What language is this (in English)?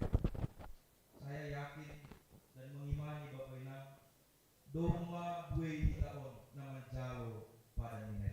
Batak Simalungun